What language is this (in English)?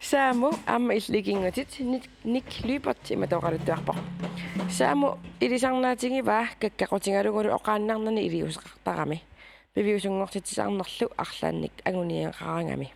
Kalaallisut